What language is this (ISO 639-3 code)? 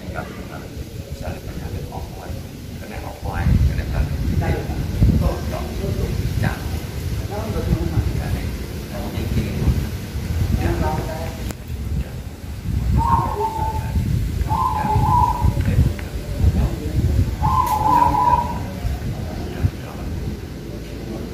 ind